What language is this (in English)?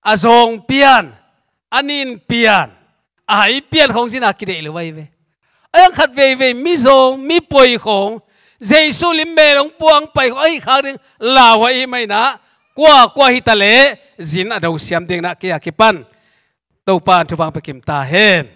Tedim Chin